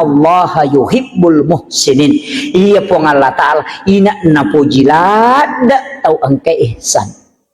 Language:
Buginese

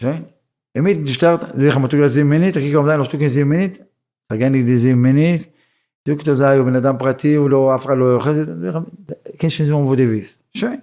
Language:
Yiddish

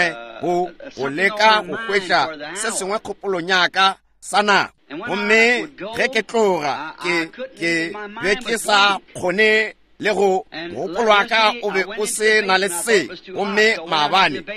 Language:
Northern Sotho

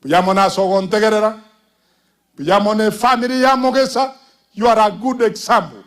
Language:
Gusii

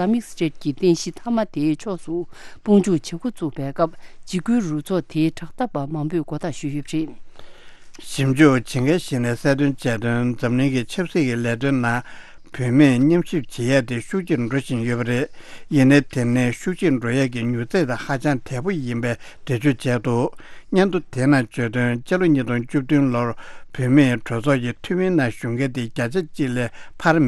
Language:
Tibetan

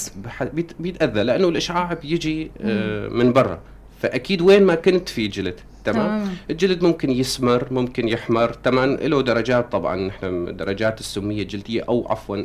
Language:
North Levantine Arabic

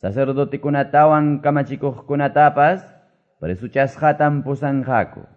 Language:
Quechua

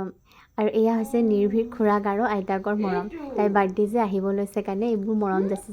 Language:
Assamese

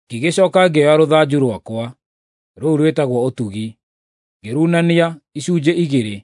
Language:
Kikuyu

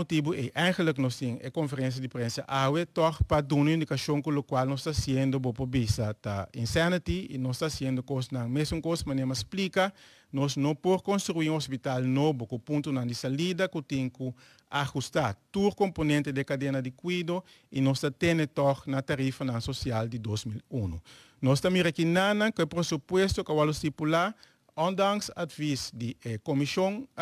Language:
Papiamento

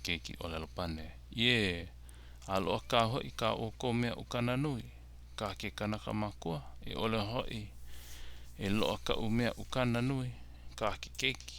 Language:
Hawaiian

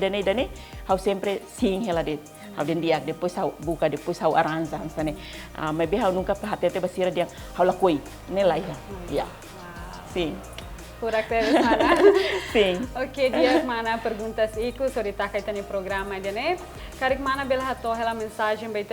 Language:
Tetum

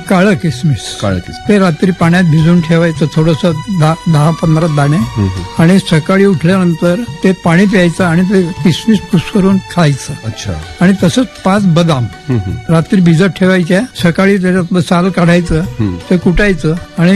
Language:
Marathi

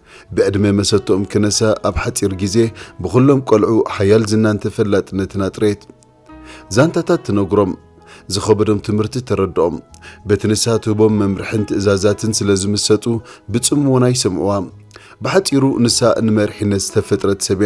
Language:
Tigrinya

